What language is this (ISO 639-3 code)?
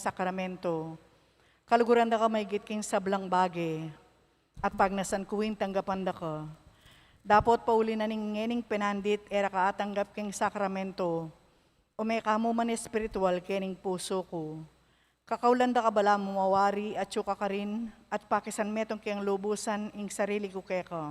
pam